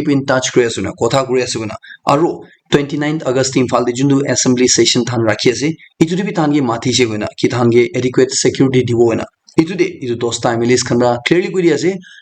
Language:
Naga Pidgin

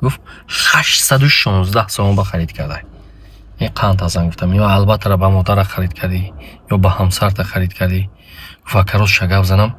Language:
Tajik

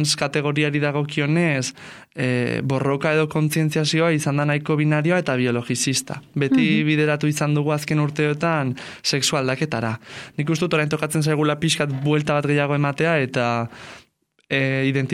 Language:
Basque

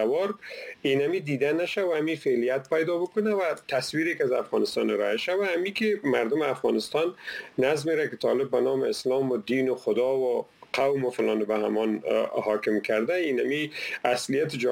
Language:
Persian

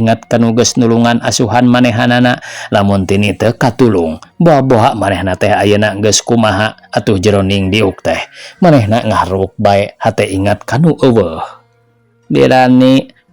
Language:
Sundanese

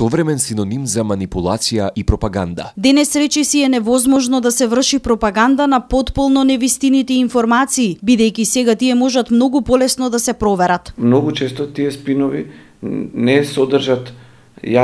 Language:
Macedonian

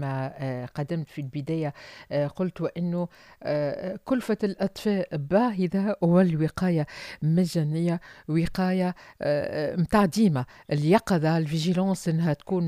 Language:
Tunisian Arabic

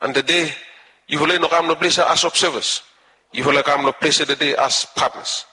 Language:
Bislama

